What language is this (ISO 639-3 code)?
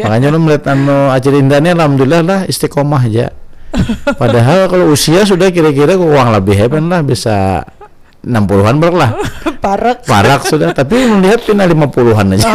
bjn